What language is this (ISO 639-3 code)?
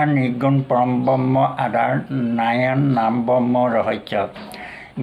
asm